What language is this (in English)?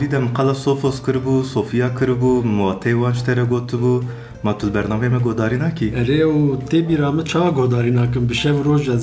Kurdish